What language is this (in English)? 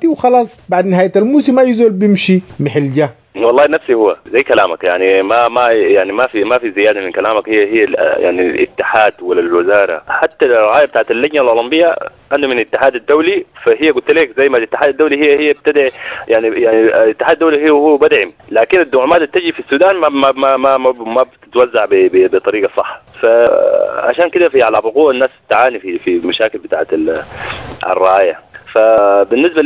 Sudanese Arabic